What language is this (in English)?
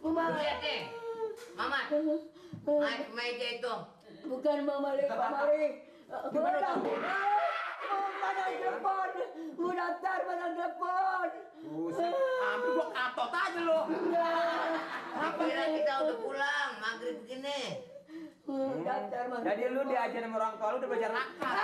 Betawi